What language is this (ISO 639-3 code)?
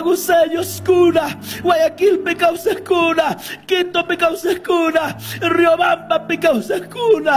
qug